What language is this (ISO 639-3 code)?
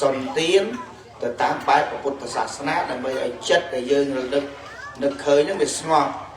khm